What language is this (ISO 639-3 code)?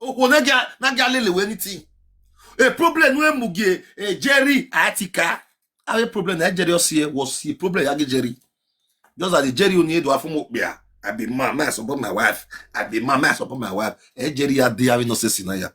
pcm